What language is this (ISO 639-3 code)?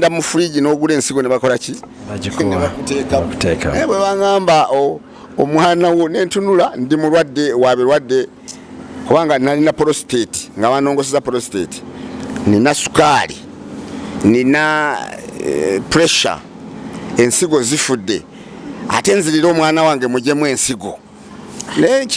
lug